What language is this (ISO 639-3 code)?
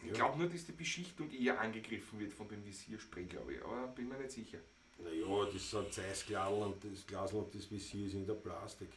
bar